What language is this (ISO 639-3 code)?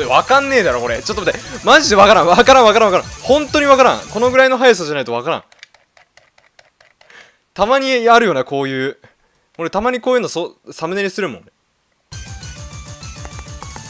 jpn